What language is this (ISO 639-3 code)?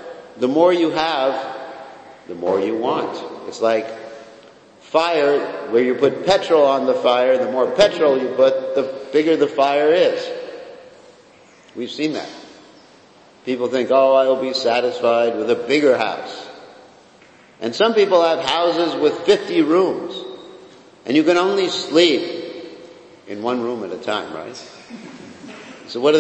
eng